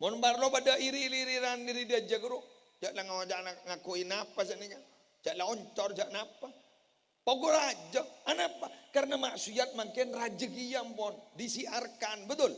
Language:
Madurese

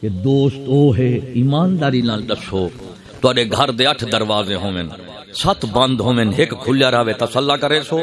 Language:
Saraiki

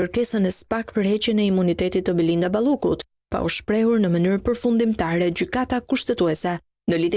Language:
Albanian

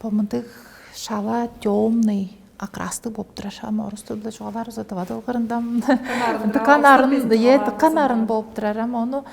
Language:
Tuvinian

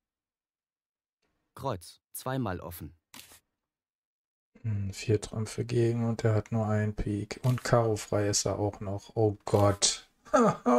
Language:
German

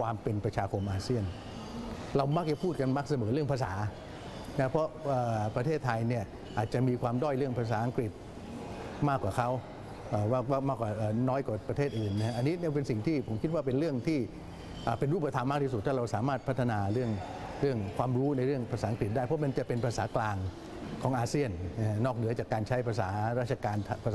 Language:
Thai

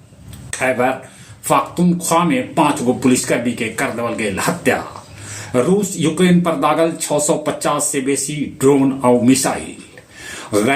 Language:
Magahi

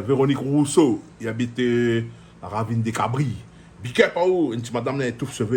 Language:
Réunion Creole French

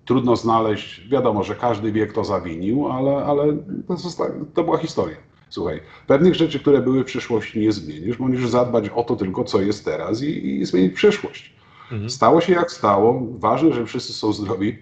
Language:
Polish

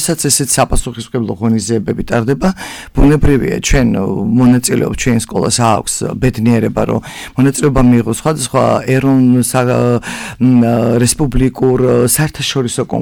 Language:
Georgian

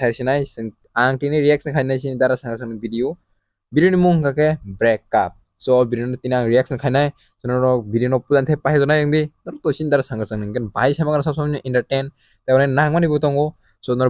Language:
Kok Borok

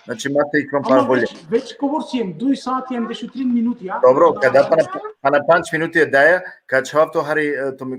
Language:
Balkan Romani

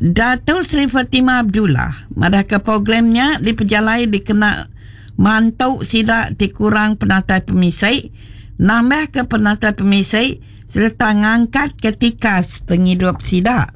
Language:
Iban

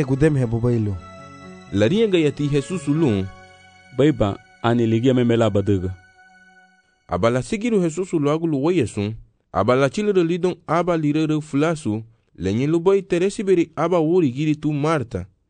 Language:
Garifuna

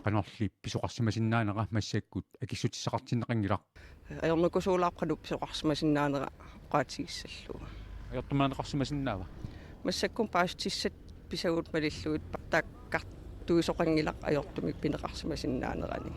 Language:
Kalaallisut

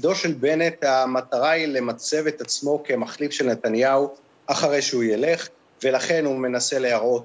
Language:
Hebrew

